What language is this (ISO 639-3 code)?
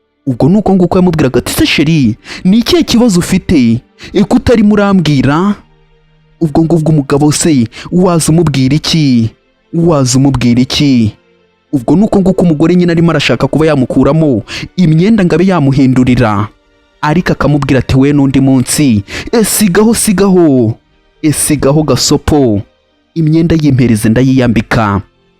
kin